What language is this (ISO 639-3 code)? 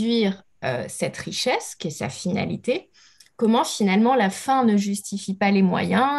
fra